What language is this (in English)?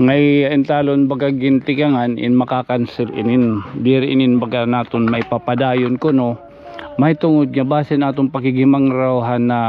Waray